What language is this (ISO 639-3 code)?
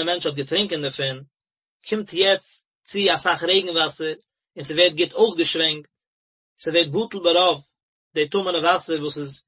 yid